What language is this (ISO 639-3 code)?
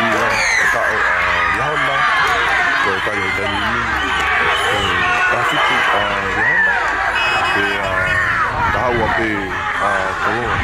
ton